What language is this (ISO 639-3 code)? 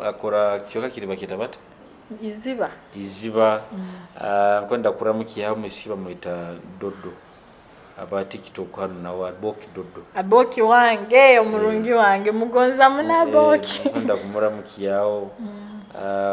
nyo